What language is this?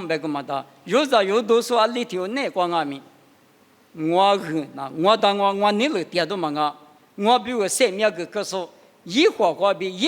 Lisu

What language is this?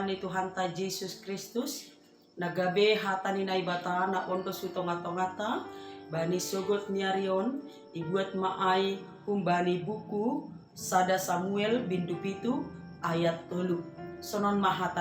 Batak Simalungun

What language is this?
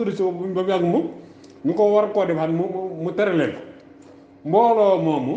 Wolof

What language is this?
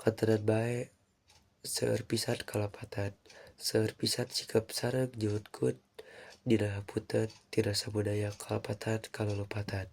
Sundanese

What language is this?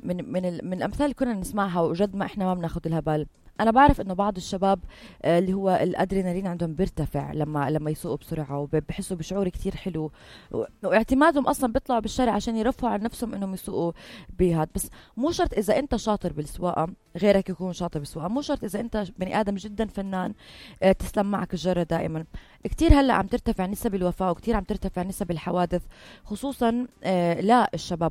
North Levantine Arabic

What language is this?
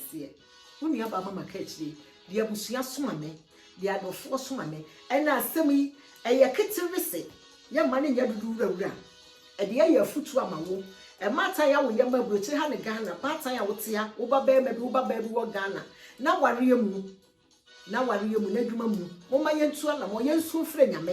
Akan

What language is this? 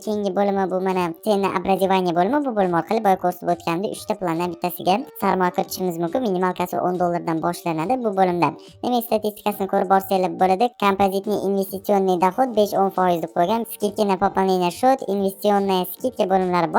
Uzbek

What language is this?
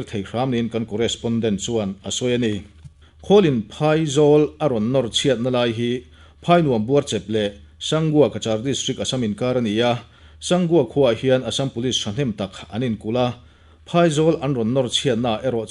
Mizo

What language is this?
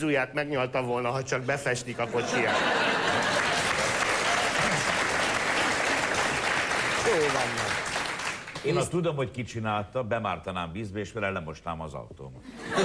Hungarian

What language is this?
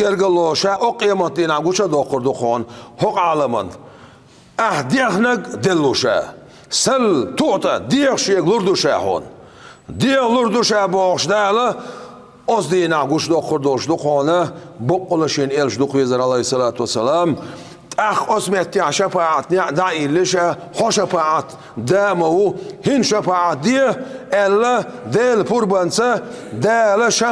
Chechen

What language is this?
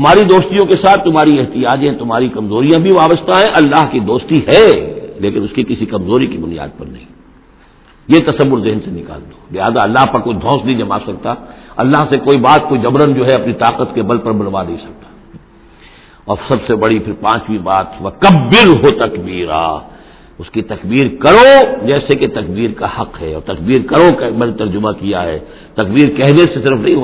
Urdu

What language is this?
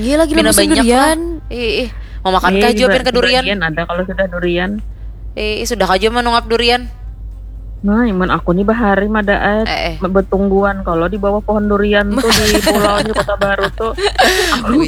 Banjar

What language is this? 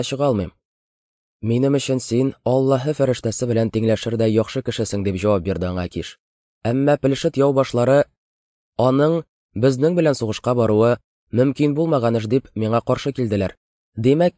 Tatar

